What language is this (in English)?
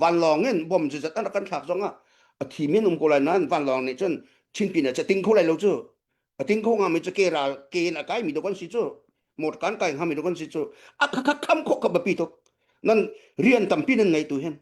Hakha Chin